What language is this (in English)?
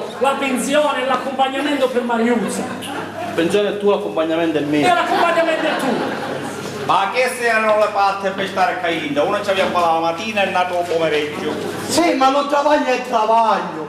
Sicilian